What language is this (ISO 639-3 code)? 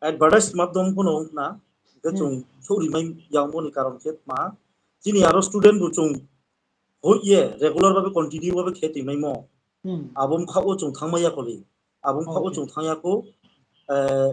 ria